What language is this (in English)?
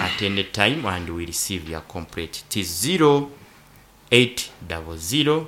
Nyankole